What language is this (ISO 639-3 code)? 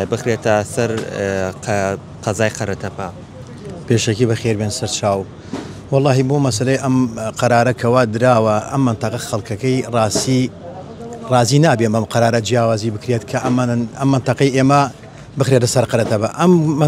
ckb